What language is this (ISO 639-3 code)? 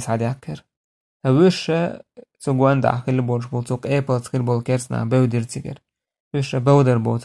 che